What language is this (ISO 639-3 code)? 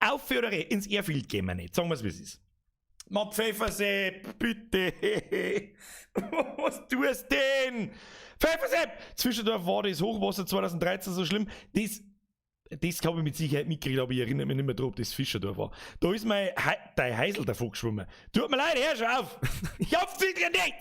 bar